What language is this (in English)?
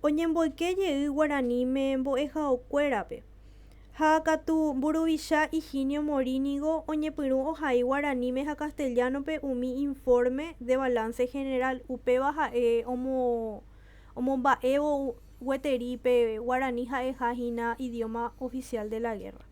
Guarani